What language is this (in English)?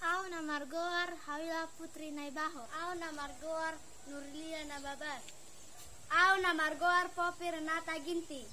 Batak Toba